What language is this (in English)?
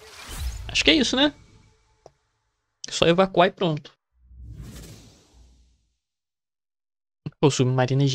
Portuguese